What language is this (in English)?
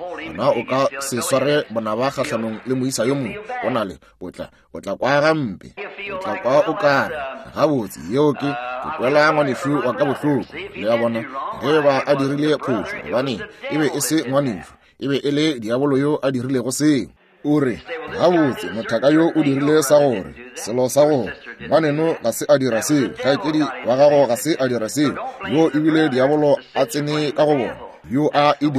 Northern Sotho